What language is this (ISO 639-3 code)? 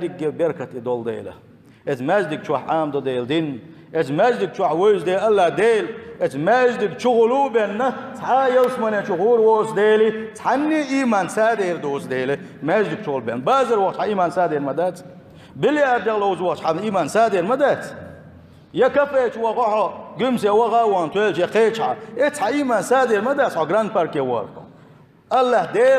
che